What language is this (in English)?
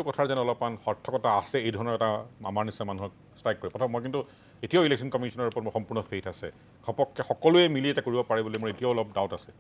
Assamese